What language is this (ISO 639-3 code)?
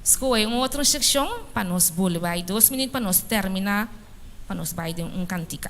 pap